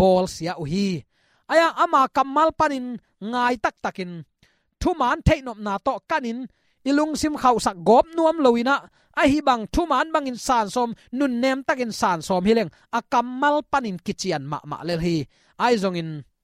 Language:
Tedim Chin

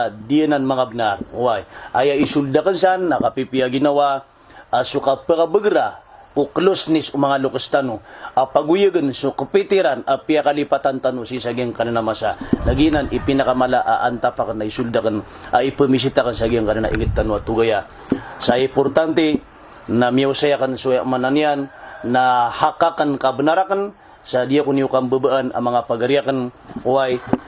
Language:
Maranao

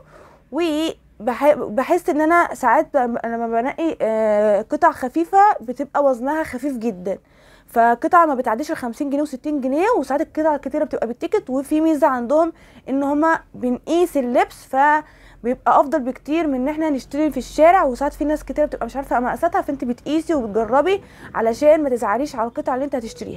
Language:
Egyptian Arabic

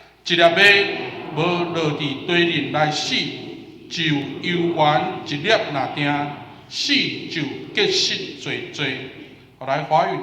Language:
Min Nan Chinese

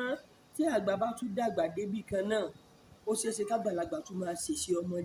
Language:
Yoruba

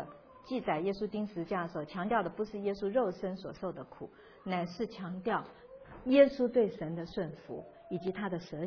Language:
Chinese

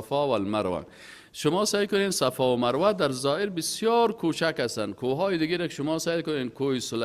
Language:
Persian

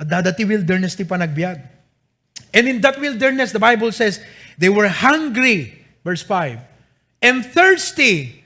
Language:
Iloko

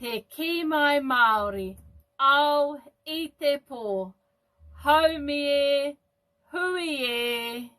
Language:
Māori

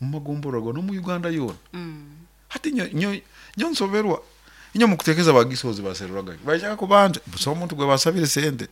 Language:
Nyoro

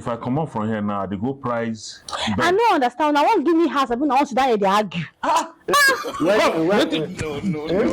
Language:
Nigerian Pidgin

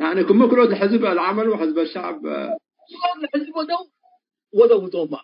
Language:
Tigre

